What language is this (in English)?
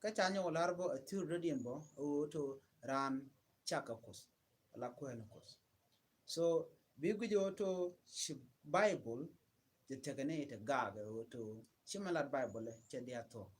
Nuer